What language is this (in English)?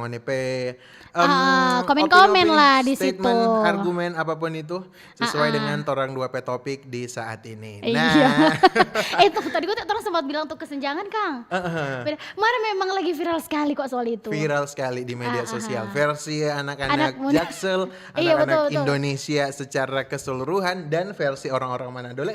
Manado Malay